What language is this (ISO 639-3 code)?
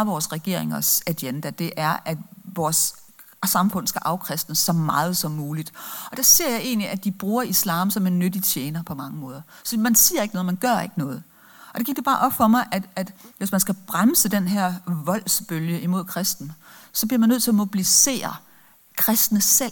dan